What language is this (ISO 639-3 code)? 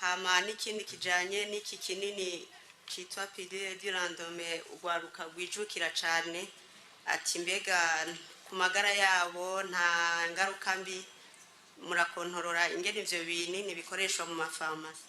run